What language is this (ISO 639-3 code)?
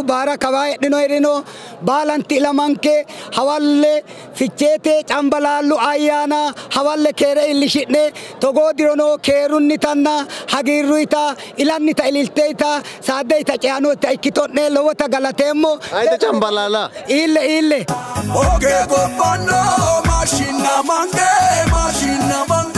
sid